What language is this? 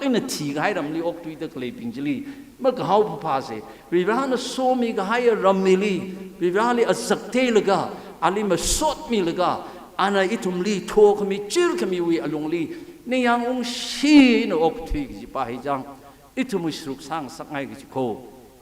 Tangkhul Naga (India)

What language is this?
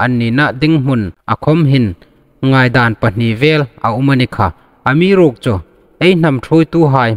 Hmar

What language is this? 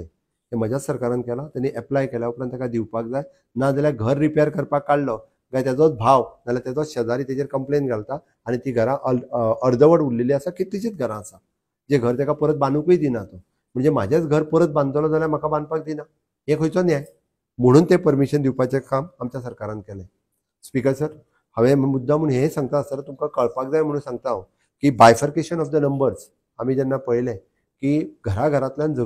Konkani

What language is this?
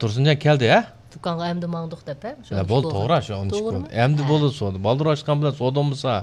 Uyghur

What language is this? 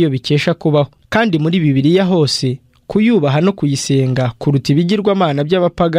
Kinyarwanda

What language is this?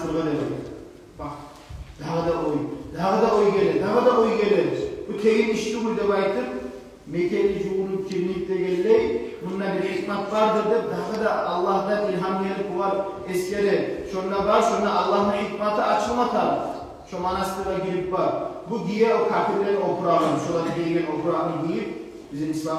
Kumyk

